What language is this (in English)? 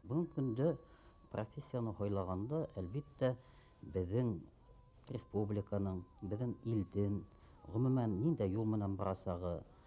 Bashkir